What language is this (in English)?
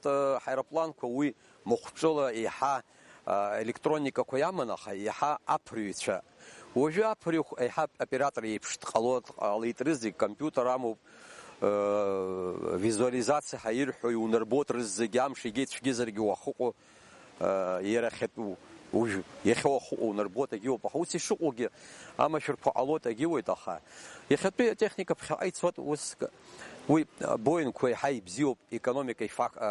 Abkhazian